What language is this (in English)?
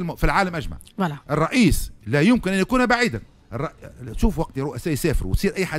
Tunisian Arabic